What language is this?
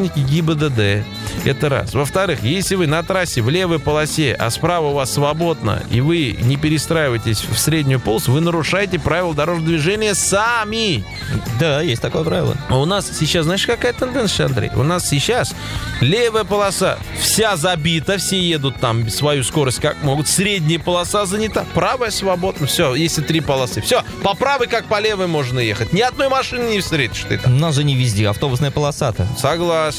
Russian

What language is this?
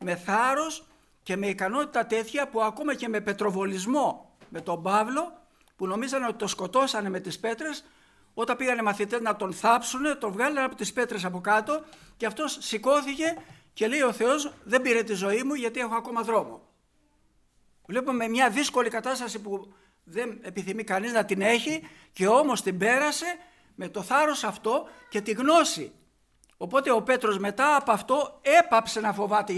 Greek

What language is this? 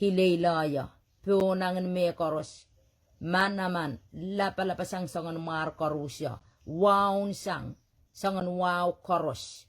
Pohnpeian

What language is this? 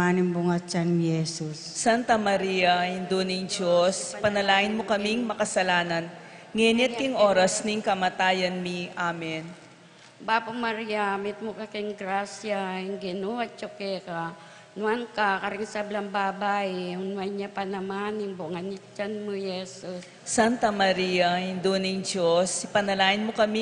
Pampanga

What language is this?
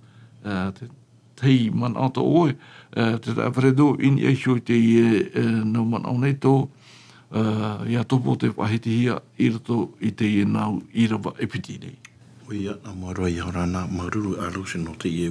Tahitian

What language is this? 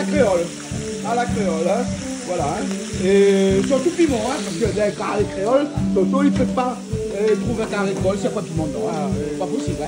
Réunion Creole French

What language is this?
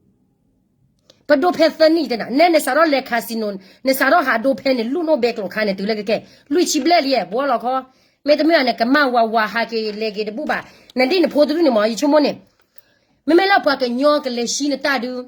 S'gaw Karen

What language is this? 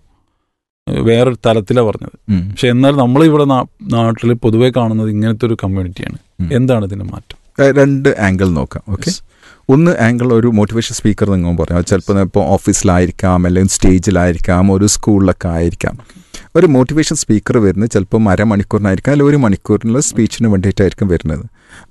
Malayalam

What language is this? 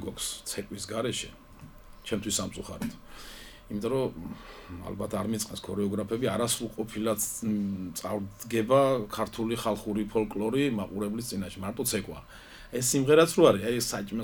Georgian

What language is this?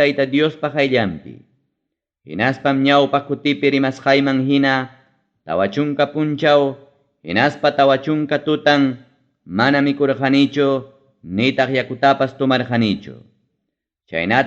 Ayacucho Quechua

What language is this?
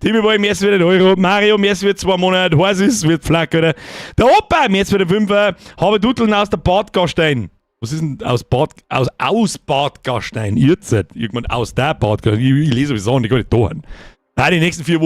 Bavarian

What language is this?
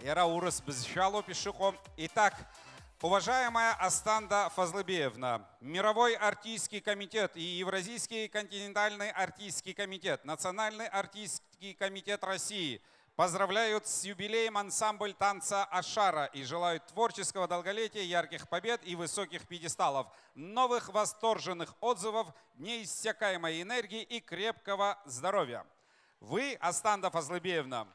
Abkhazian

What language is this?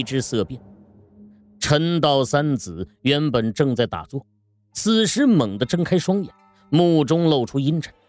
Chinese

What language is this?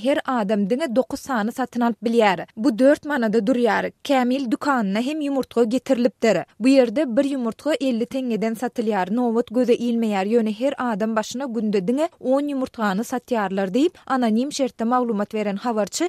Turkmen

